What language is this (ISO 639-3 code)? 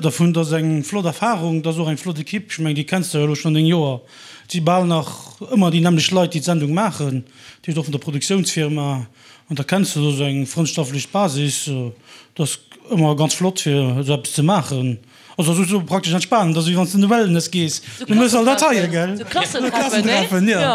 ltz